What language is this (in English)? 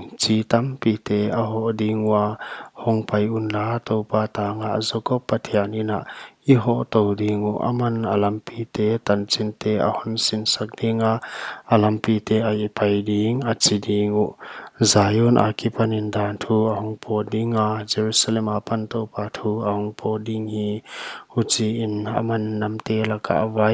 Paite Chin